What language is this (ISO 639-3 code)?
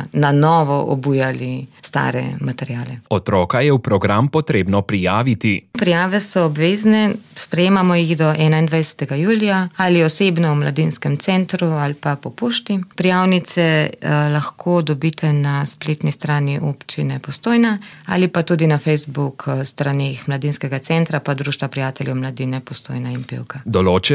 slv